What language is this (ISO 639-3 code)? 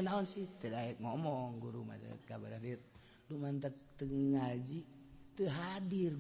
sun